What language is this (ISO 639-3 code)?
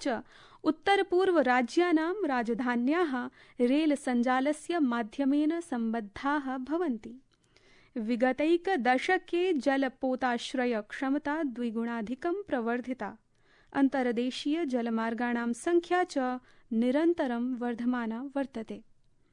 san